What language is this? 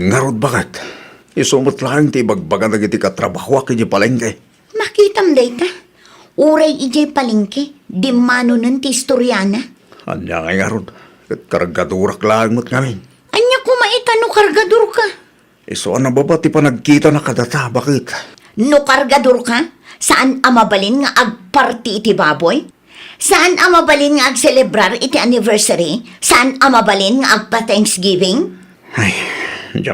Iloko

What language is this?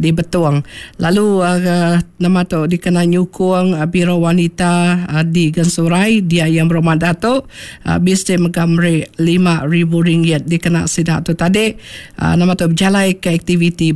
Iban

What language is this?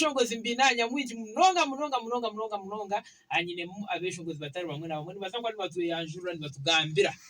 Nyankole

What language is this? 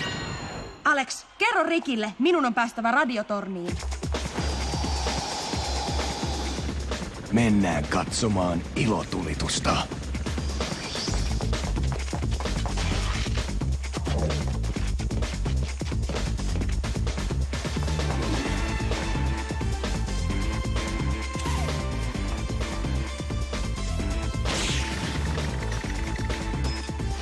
Finnish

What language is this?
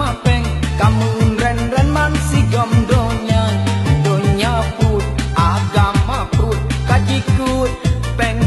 Achinese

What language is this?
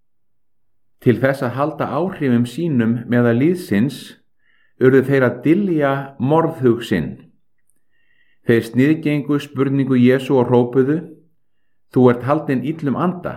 Icelandic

